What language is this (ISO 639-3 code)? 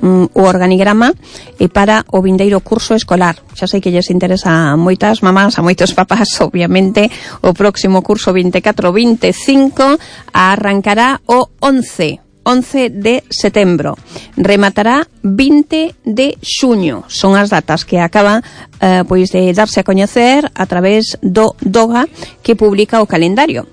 glg